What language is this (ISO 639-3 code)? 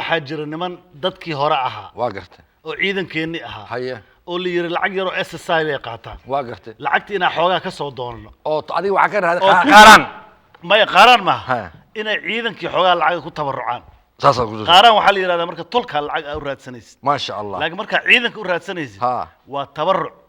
som